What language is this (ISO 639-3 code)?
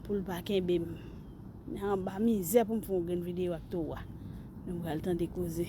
hat